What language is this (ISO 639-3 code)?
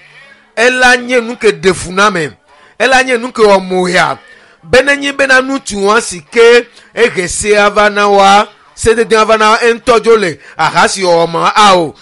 ewe